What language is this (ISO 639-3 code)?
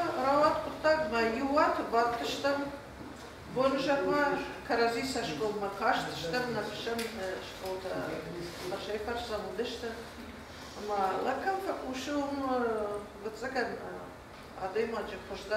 oss